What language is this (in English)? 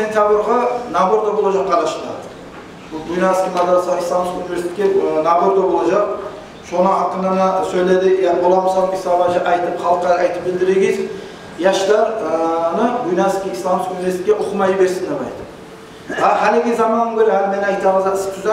Kumyk